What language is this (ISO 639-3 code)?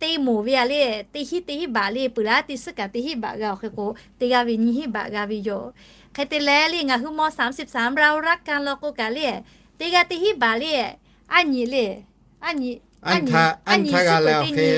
lhu